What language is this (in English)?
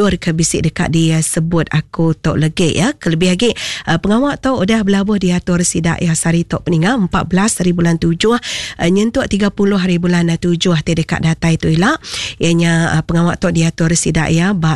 Iban